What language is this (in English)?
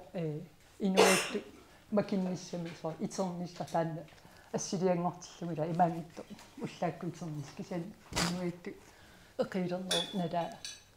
Kalaallisut